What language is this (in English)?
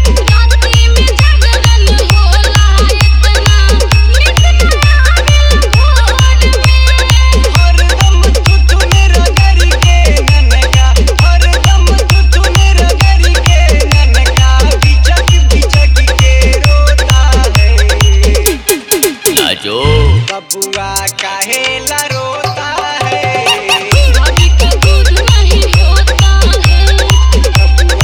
Bhojpuri